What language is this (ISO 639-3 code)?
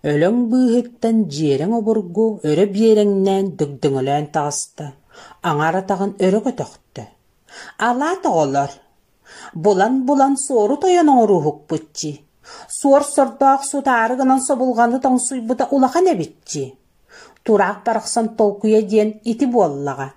sah